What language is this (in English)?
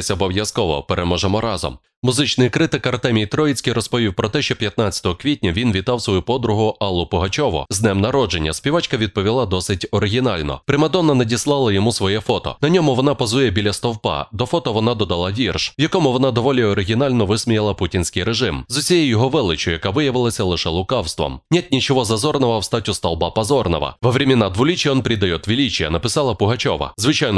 Ukrainian